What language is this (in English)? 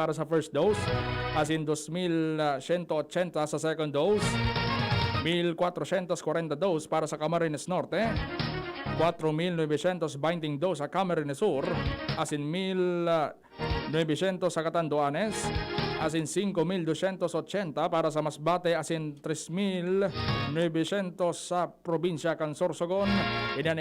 Bikol